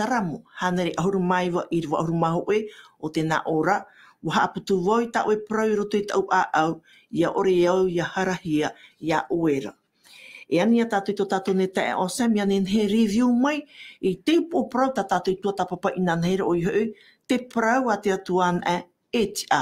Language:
Tahitian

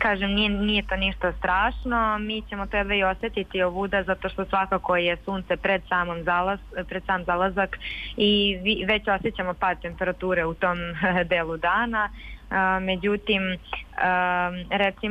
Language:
Serbian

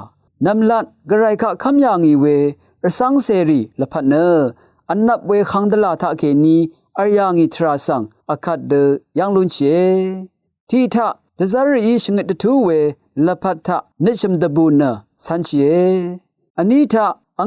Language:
Rawang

